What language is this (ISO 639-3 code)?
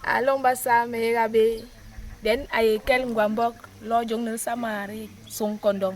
bas